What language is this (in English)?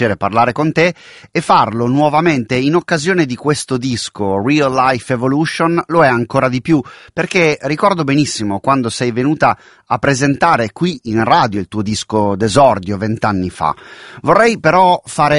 Italian